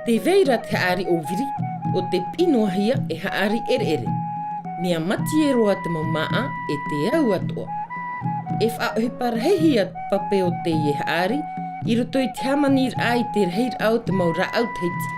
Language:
Tahitian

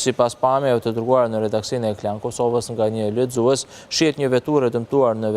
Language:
Albanian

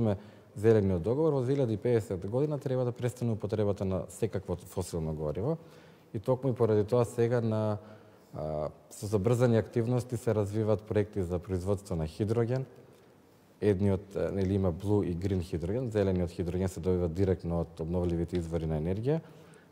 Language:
Macedonian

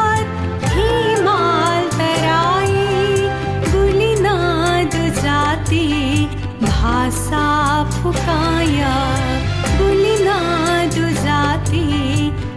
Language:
Newari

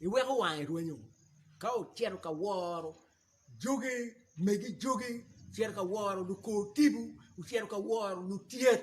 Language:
Acoli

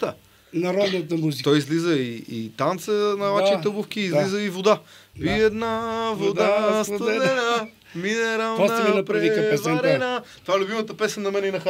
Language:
Bulgarian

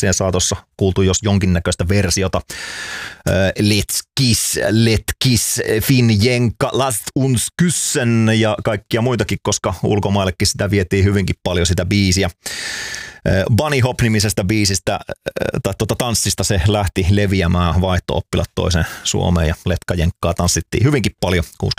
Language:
Finnish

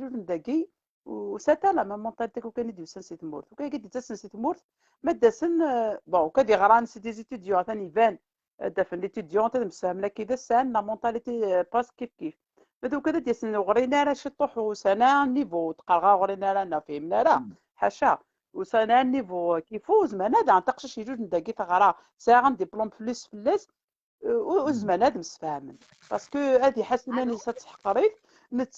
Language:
Kabyle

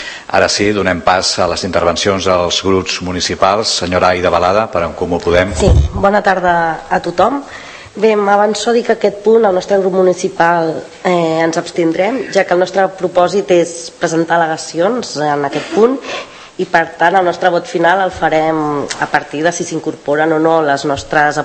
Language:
Catalan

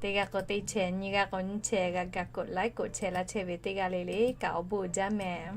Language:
Lahu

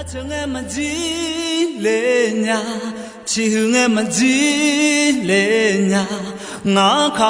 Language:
Akha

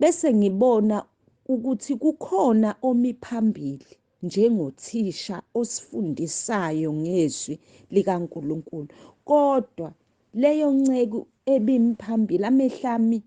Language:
Zulu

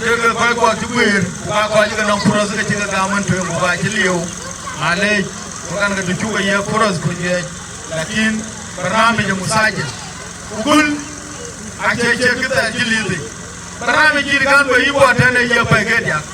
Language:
Dinka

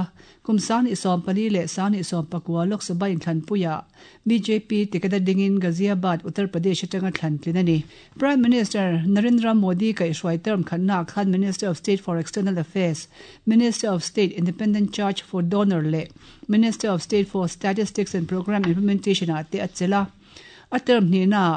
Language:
Mizo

